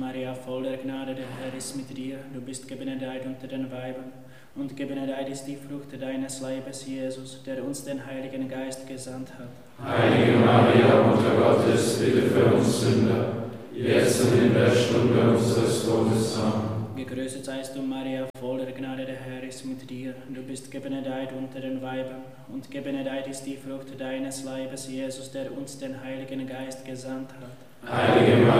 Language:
German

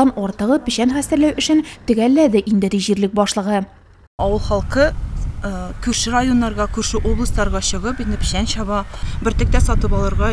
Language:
Tatar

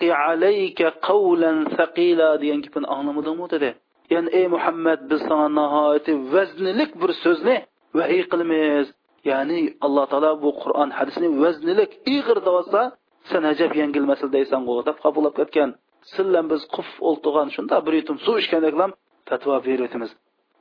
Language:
Uyghur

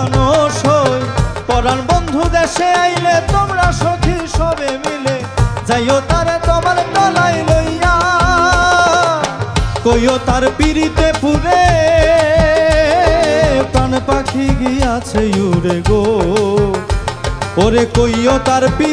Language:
Bangla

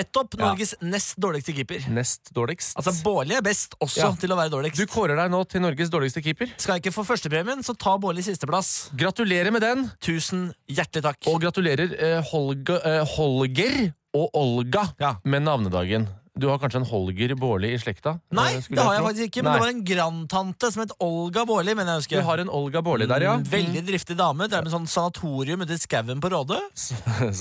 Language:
Norwegian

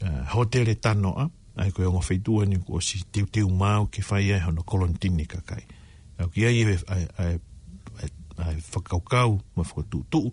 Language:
Tongan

